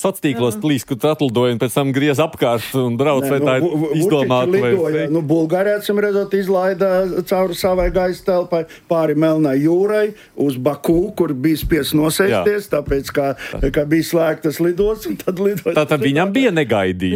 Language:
Latvian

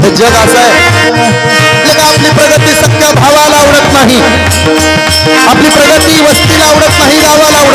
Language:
Marathi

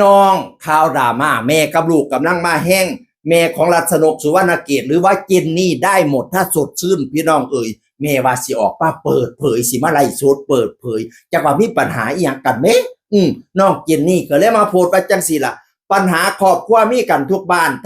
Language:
Northeastern Thai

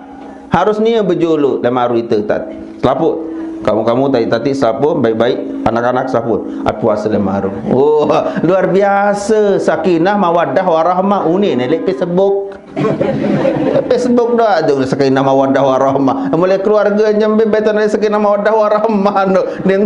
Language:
Sasak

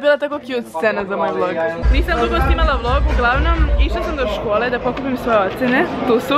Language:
Croatian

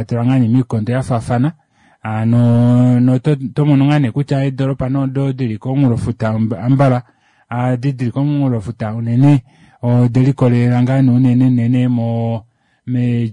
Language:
Kuanyama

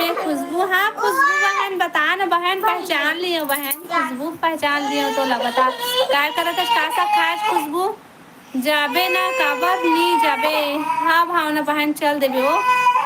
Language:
Chhattisgarhi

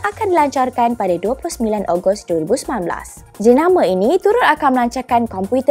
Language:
Malay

